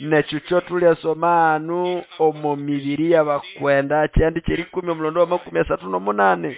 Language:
Nande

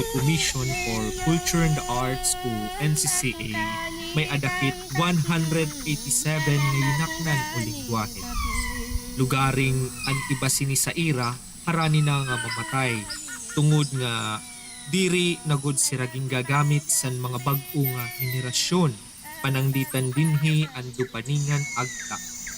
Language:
Waray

